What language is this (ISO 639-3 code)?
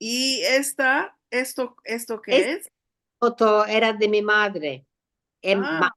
lad